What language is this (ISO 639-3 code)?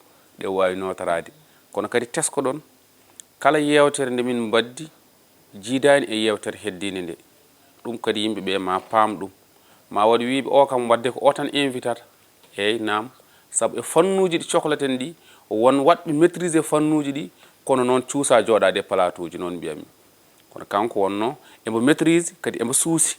ful